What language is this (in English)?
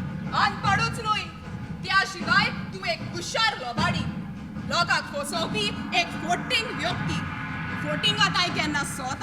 Konkani